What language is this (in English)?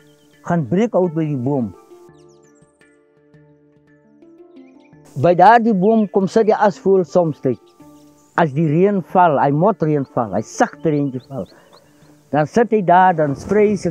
Afrikaans